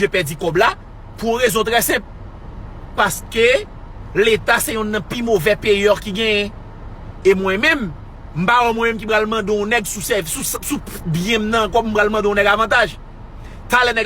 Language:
Haitian Creole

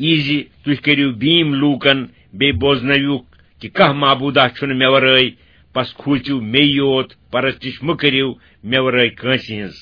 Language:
Kashmiri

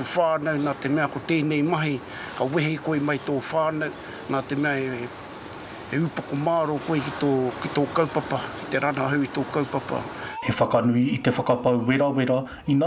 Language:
Māori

